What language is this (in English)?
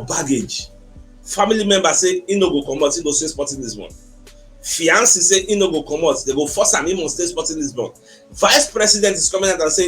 Nigerian Pidgin